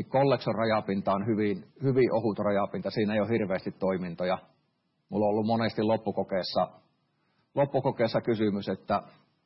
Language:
Finnish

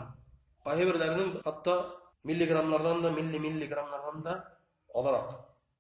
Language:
Bashkir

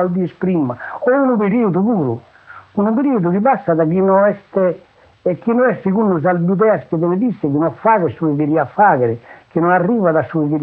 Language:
Sardinian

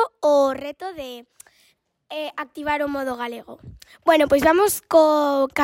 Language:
Galician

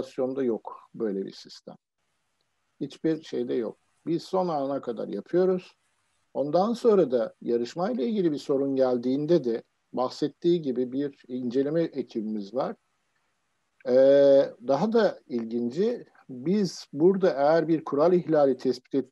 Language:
Turkish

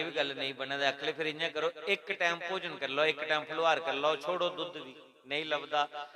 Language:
Dogri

